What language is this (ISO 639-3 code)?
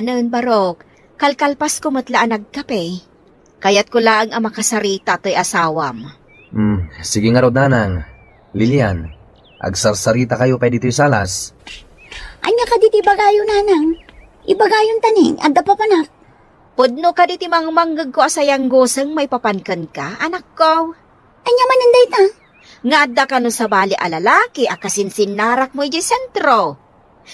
ilo